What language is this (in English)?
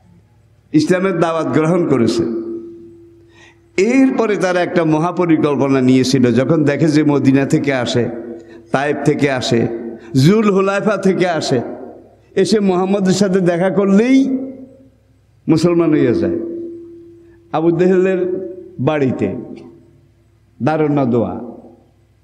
Bangla